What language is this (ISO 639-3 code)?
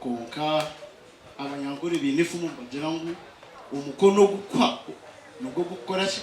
nyn